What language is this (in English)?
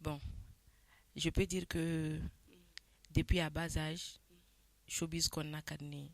Bambara